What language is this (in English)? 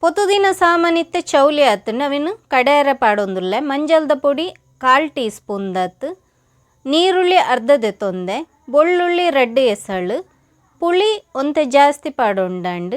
Tulu